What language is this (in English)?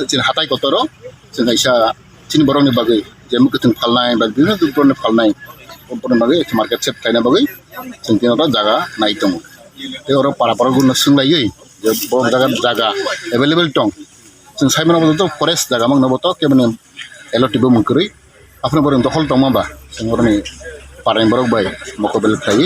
Kok Borok